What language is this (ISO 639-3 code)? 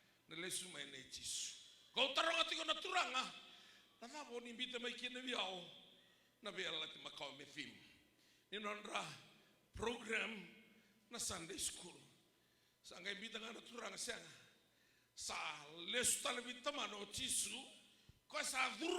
fij